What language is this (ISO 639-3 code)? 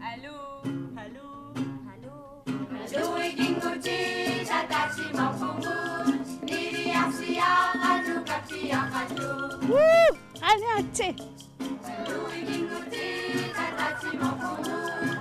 kal